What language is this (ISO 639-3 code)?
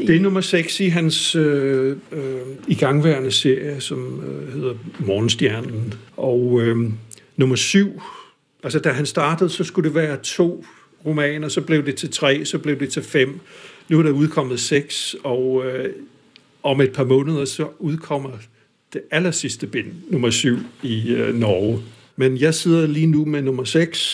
dan